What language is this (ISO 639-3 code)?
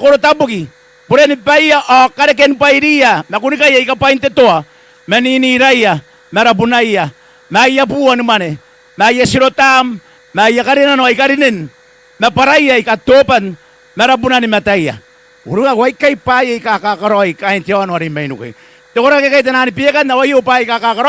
gil